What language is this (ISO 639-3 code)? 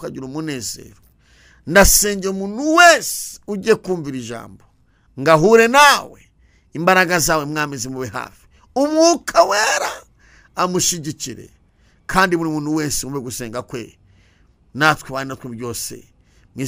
kin